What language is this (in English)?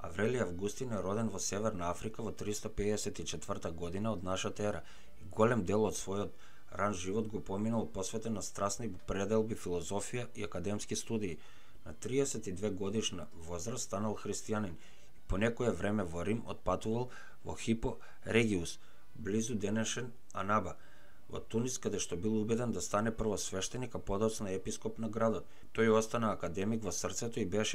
Macedonian